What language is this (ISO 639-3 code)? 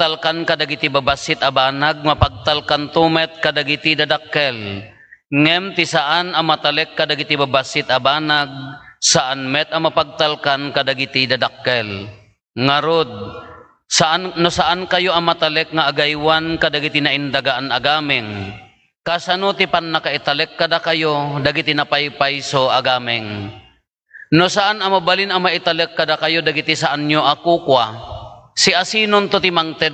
ilo